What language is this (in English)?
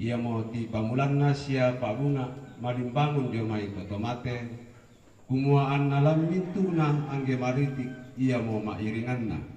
Toraja-Sa'dan